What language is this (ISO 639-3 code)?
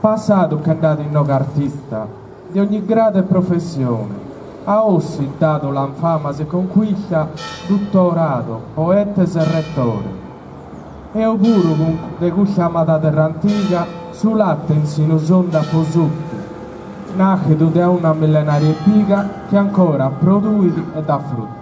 srd